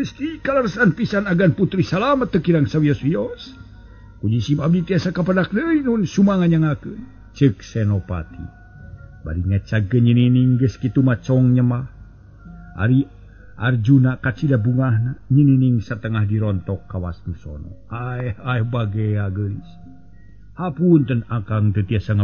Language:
Sundanese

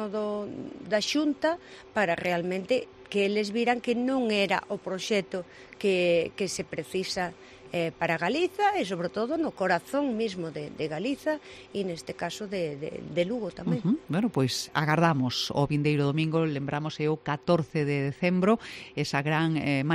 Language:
Galician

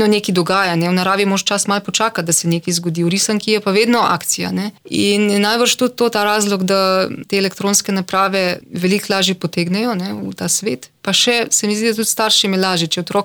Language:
Slovenian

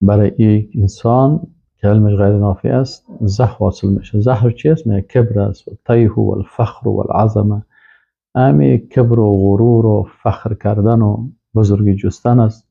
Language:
Persian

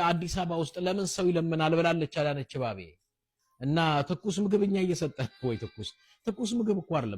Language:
Amharic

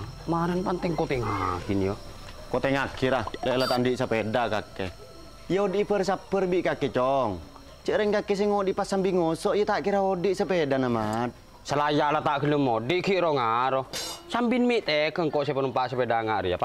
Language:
Madurese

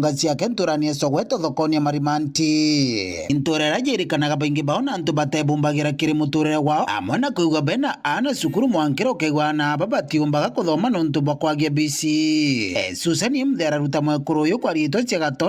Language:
Meru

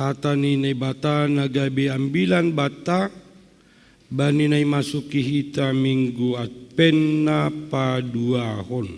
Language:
Batak Simalungun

